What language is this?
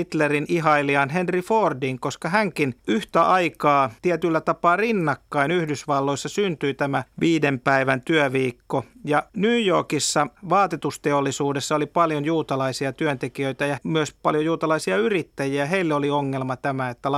Finnish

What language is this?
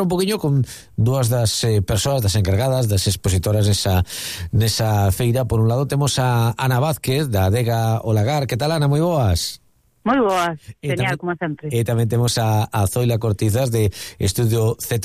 Galician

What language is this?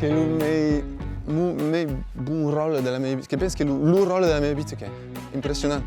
Occitan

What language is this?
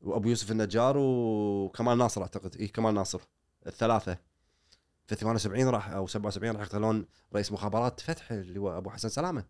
Gulf Arabic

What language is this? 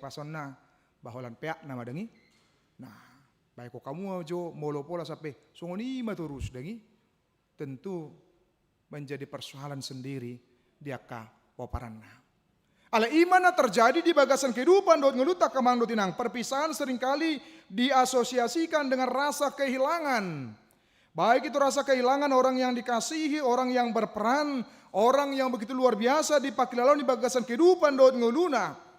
Batak Toba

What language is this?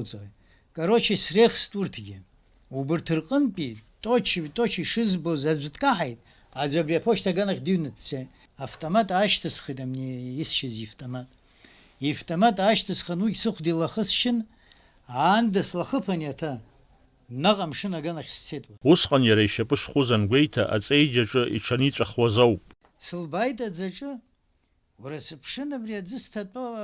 Abkhazian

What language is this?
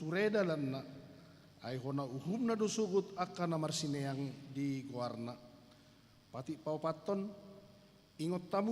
Batak Toba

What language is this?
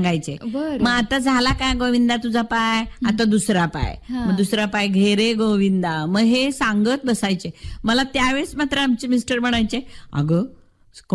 Marathi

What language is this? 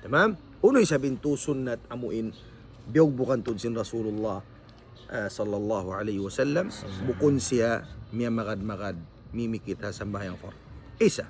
Tausug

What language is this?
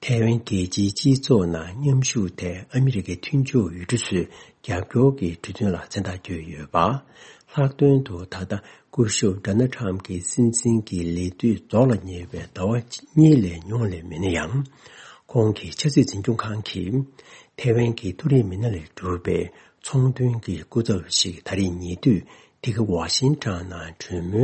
Tibetan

